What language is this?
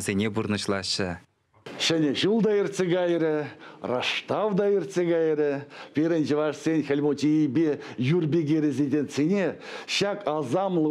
Chuvash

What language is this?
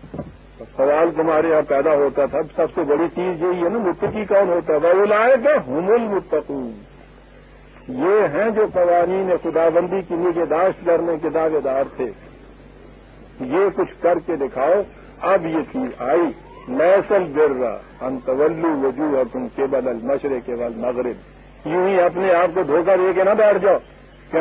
Urdu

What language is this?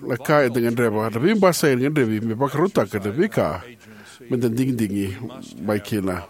Fijian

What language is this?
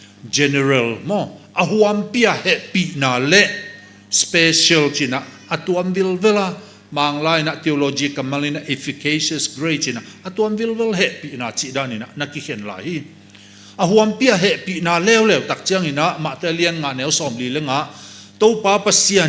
Tedim Chin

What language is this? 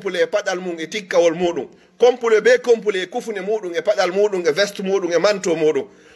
Fula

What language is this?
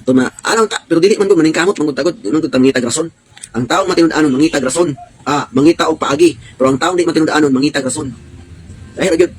Cebuano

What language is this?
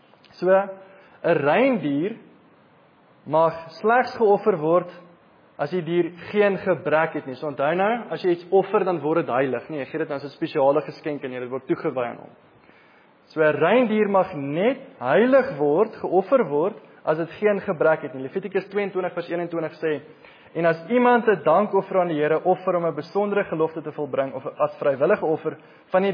Afrikaans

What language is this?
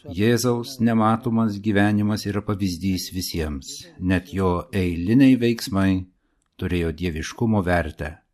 Lithuanian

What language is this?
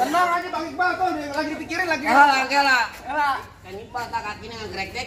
Betawi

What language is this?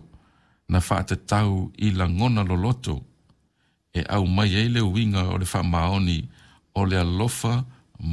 Samoan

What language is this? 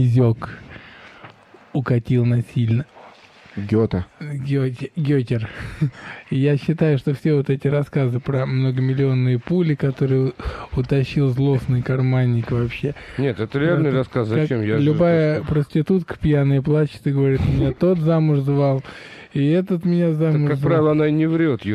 Russian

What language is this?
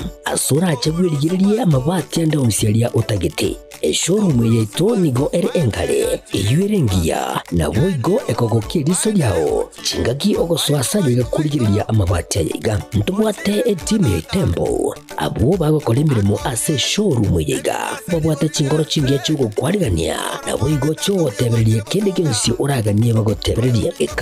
Gusii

